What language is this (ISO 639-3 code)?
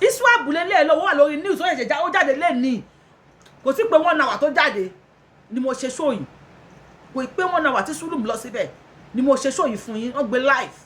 yor